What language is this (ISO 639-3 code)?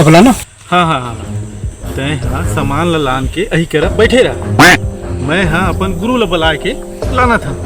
hne